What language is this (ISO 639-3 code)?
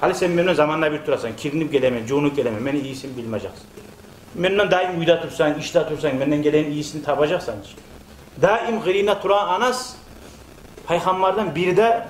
kum